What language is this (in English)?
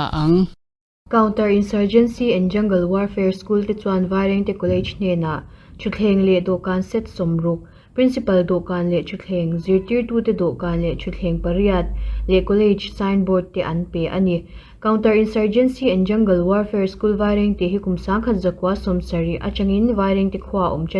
Mizo